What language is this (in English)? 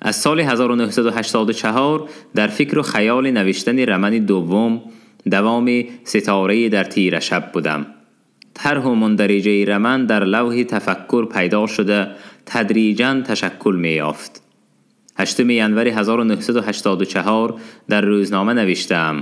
Tajik